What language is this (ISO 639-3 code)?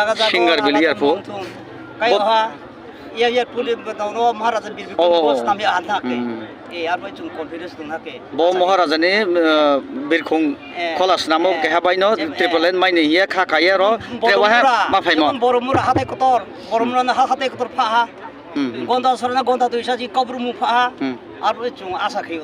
trp